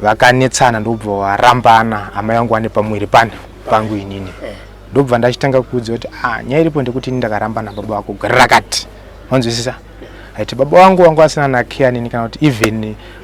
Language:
Shona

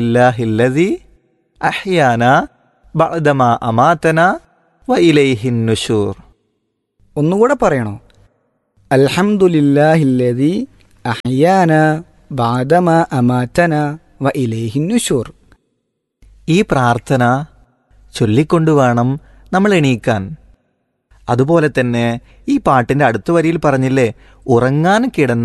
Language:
Malayalam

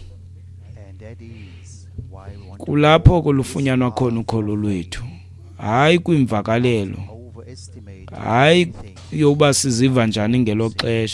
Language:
Xhosa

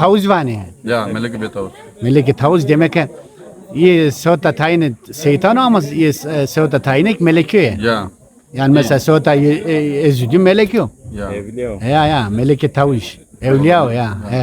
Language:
Zaza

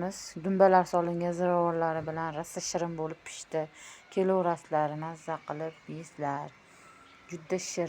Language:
Uzbek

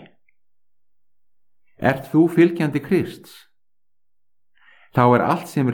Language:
Icelandic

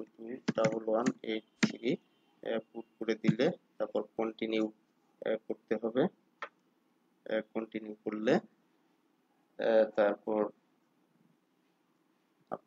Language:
Bangla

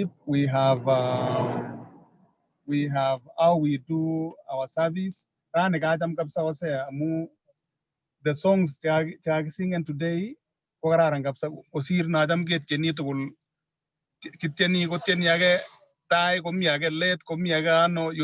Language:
Kalenjin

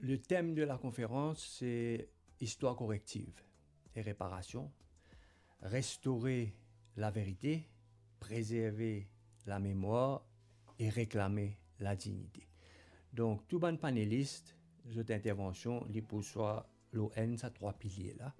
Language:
Morisyen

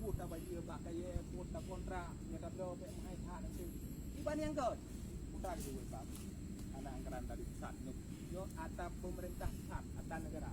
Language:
Achinese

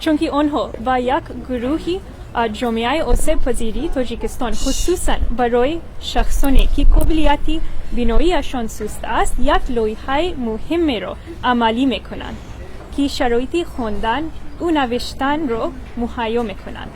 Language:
Tajik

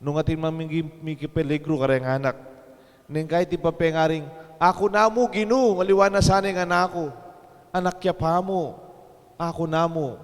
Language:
Pampanga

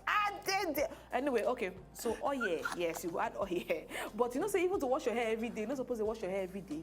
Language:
Nigerian Pidgin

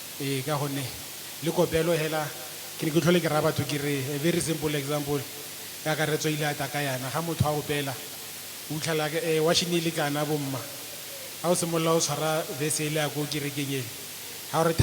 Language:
Tswana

